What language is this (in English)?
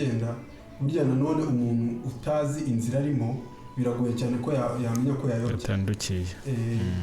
Kinyarwanda